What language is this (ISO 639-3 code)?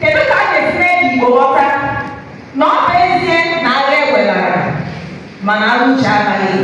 ibo